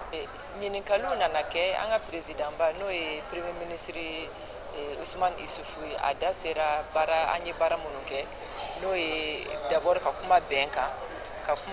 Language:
Bambara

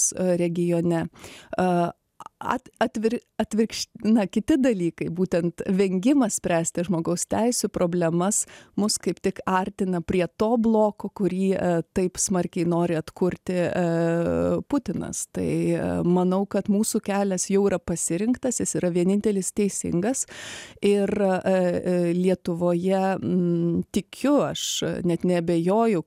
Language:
Lithuanian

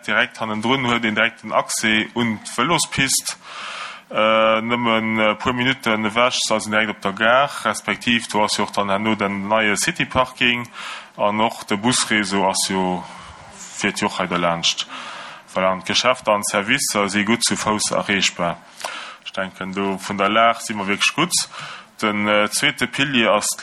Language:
Luxembourgish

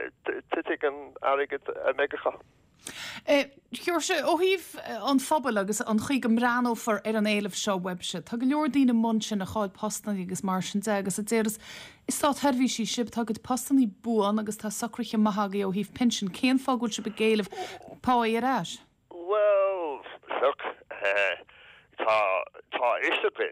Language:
Irish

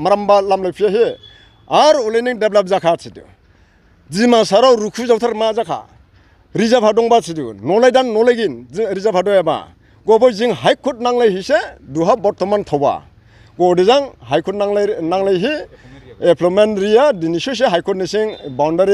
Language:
Dimasa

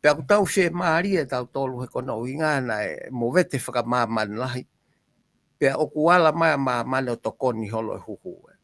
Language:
Tongan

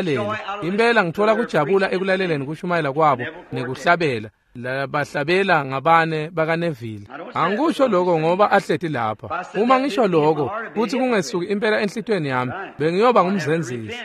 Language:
Swati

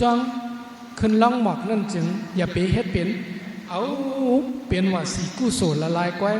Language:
Shan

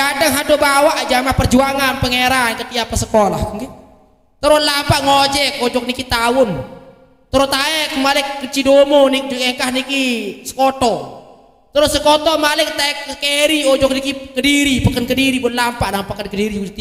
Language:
Sasak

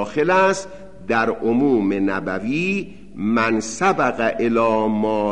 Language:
Persian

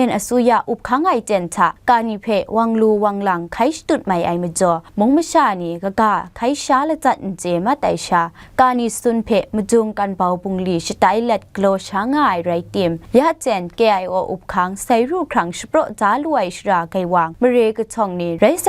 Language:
Kachin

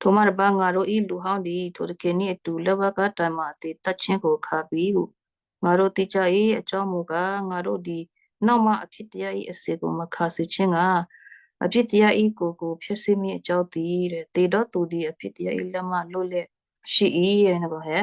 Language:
Western Kayah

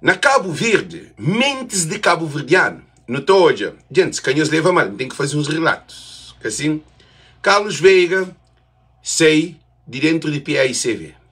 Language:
Kabuverdianu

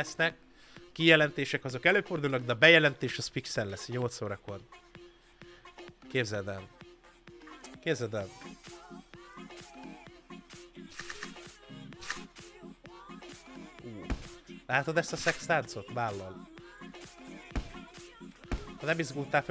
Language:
Hungarian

